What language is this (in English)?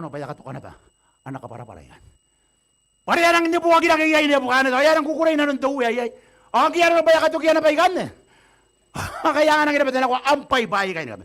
Gilbertese